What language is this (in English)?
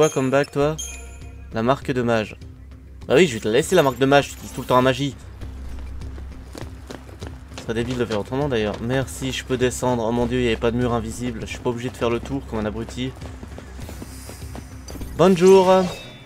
French